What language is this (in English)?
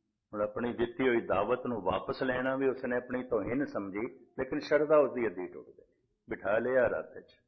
Punjabi